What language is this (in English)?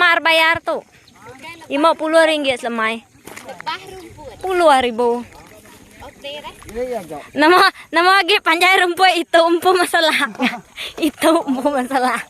Iban